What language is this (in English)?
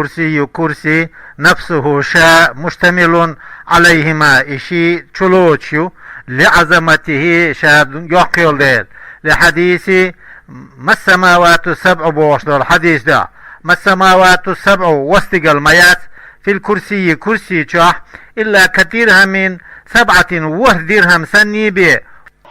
Chechen